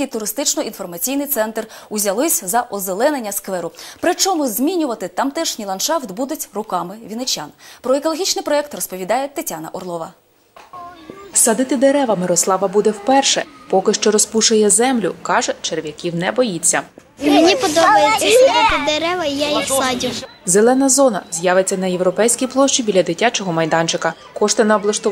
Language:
Ukrainian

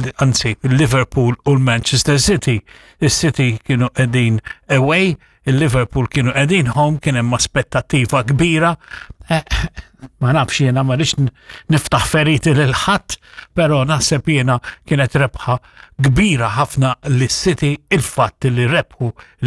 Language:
Maltese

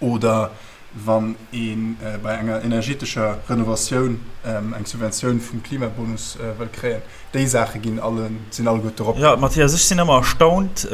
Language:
Luxembourgish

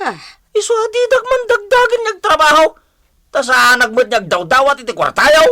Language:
Iloko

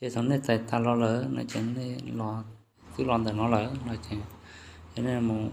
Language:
Hmong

